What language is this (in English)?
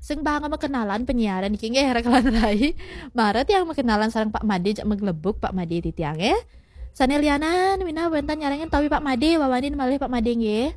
Balinese